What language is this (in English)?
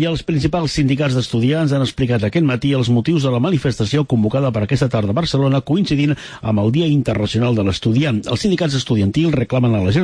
Catalan